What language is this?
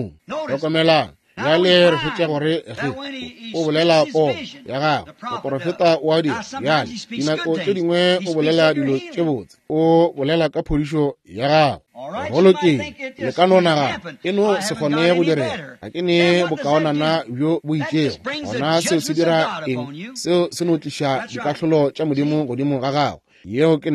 Northern Sotho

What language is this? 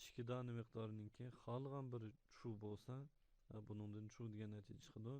Uyghur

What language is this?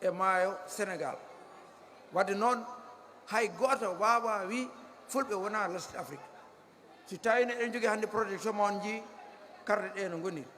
Fula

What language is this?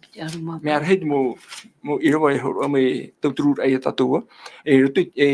Tahitian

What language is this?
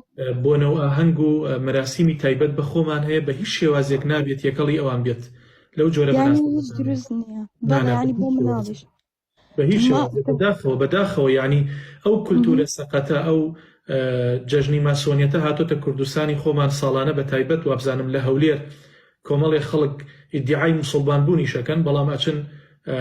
Central Kurdish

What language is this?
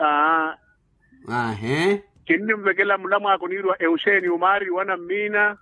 Makhuwa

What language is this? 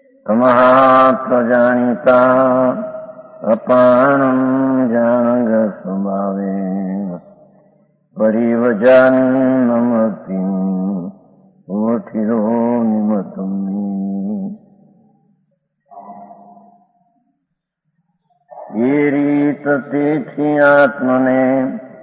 Gujarati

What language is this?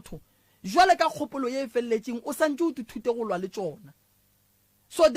Northern Sotho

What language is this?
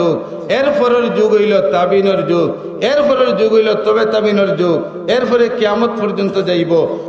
Sylheti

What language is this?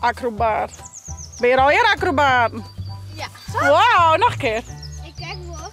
Western Frisian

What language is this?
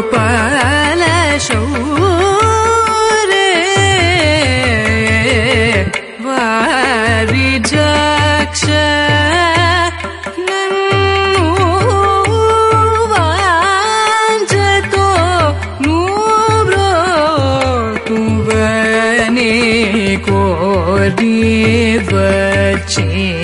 Telugu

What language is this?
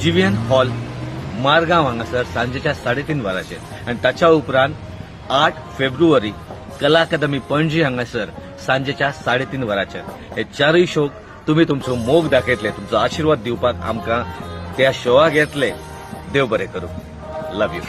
Konkani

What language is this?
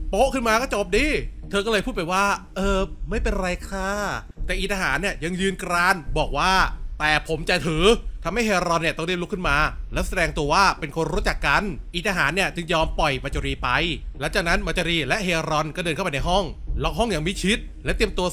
Thai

